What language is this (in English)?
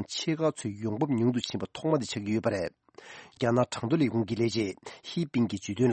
Tibetan